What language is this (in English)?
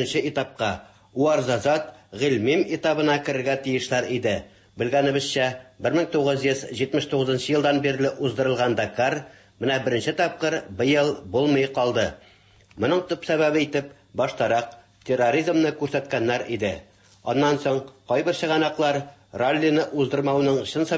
Tatar